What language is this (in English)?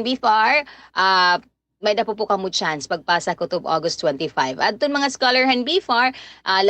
Waray